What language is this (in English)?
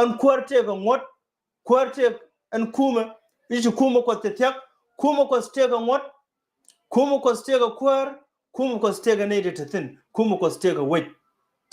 Nuer